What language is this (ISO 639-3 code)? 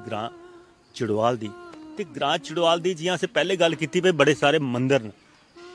doi